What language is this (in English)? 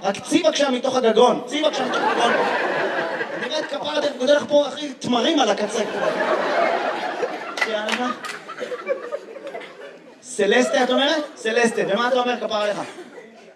Hebrew